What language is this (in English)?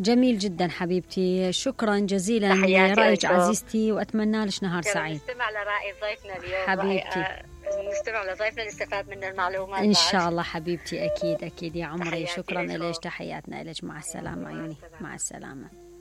Mesopotamian Arabic